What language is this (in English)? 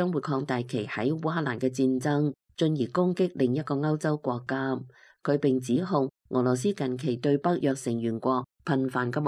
Cantonese